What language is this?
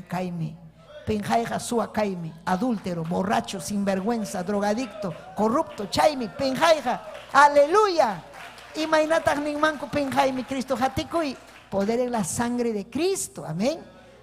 Ayacucho Quechua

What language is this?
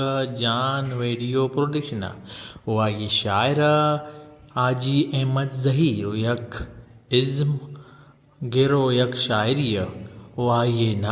Baluchi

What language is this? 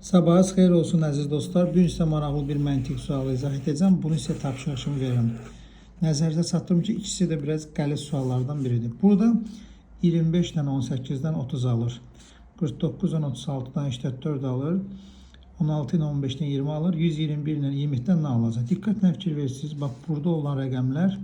Azerbaijani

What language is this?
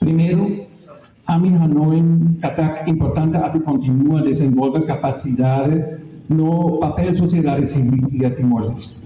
Tetum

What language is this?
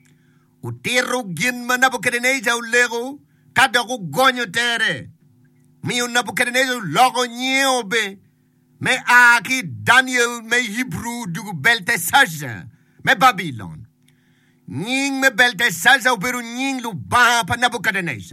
Acoli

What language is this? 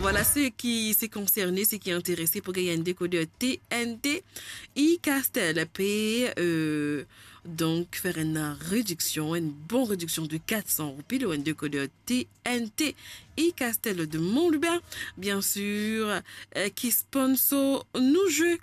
Morisyen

